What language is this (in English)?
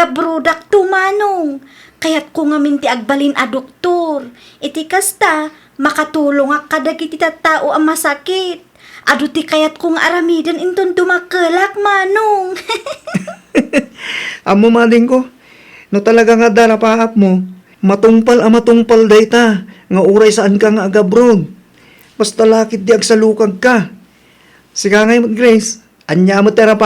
Iloko